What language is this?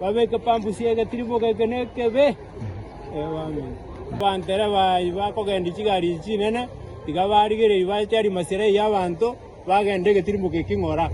Gusii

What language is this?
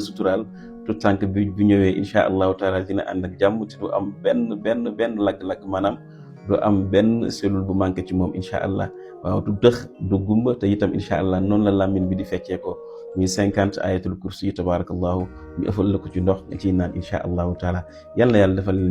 Wolof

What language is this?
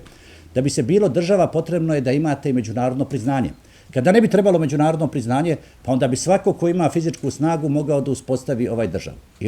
Bosnian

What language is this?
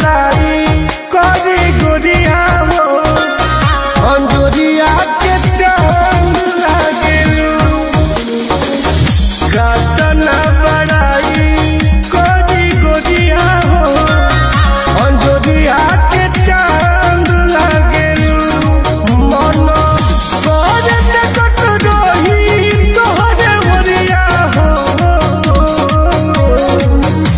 Bhojpuri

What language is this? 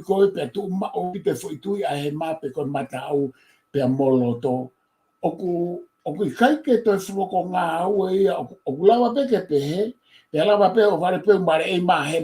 Tongan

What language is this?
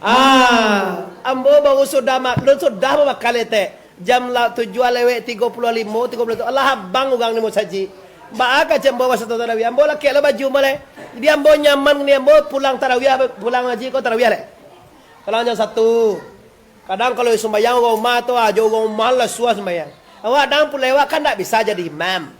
Minangkabau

